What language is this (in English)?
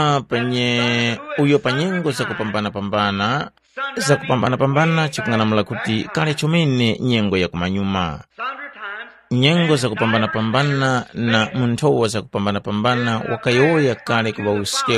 Tumbuka